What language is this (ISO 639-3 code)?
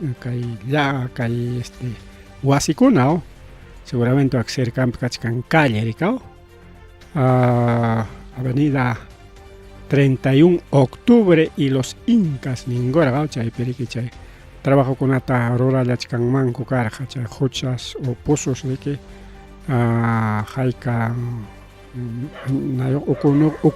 quy